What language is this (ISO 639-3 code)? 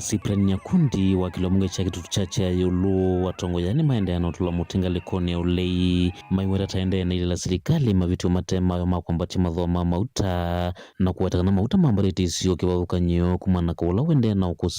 kam